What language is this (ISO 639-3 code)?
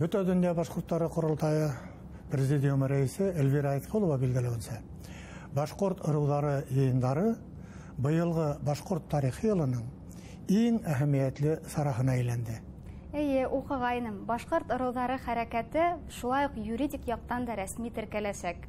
bak